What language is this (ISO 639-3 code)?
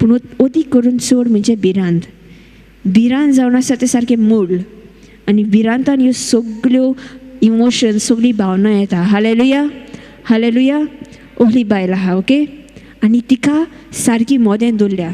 kok